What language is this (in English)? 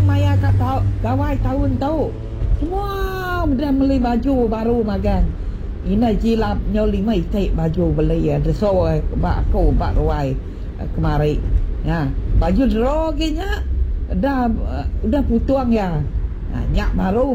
Iban